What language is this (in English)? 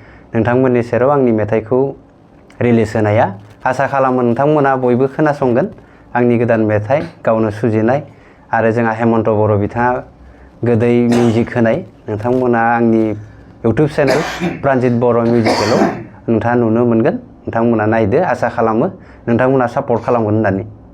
Bodo